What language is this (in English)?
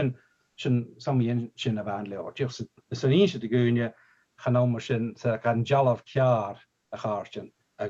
Scottish Gaelic